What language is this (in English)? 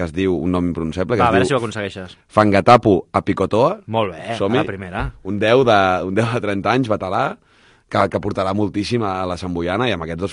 Catalan